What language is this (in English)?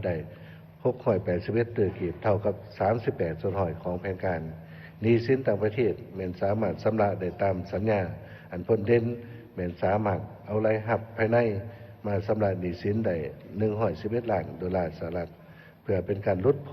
Lao